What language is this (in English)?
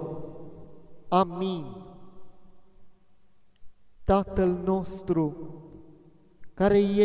Romanian